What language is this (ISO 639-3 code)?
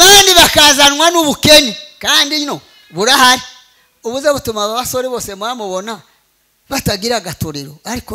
kin